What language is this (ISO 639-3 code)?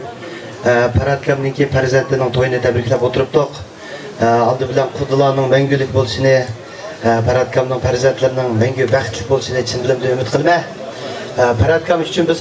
uig